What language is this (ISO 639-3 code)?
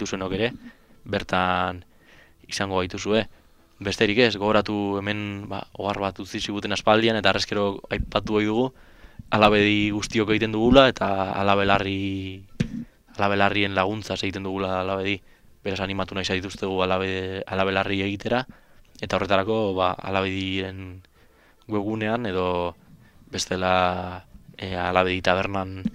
eus